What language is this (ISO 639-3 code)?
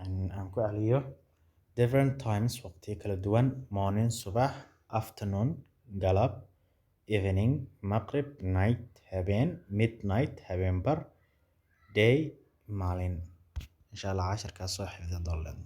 som